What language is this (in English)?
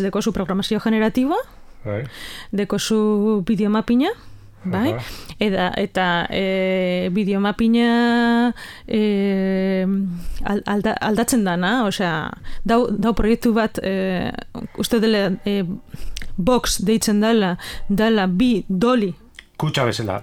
Basque